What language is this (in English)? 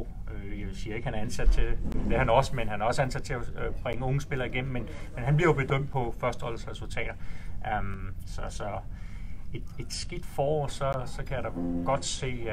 Danish